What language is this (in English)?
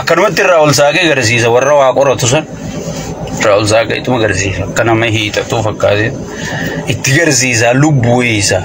Oromo